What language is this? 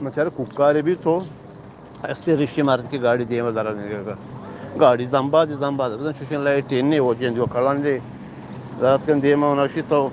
Eastern Balochi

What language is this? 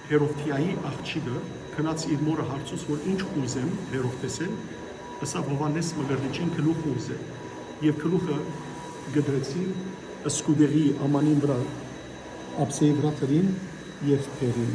Western Armenian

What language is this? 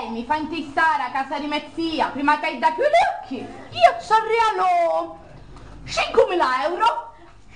Sicilian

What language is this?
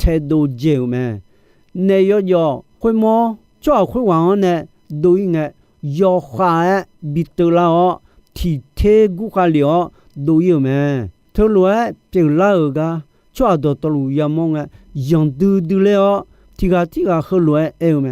Akha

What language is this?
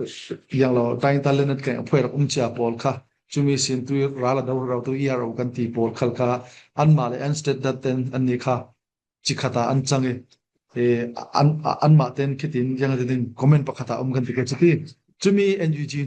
Falam Chin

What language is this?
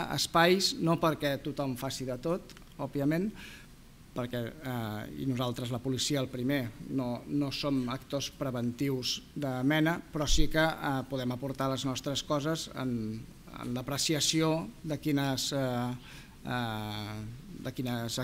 Catalan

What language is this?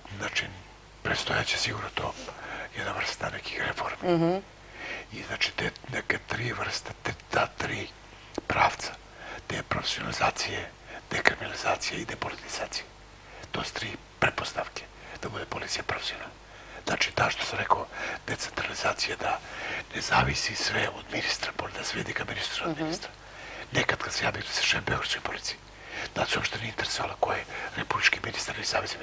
Serbian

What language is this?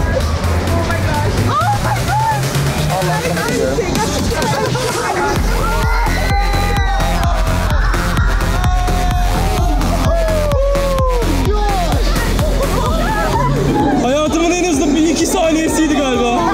Turkish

